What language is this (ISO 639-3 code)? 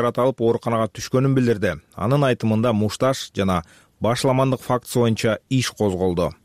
kir